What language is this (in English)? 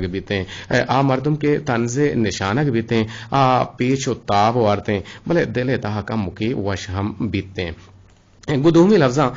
Eastern Balochi